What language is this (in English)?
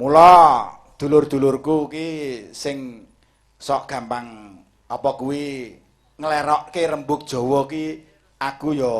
Javanese